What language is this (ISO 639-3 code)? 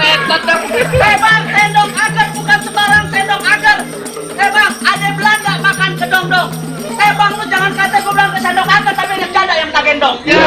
bew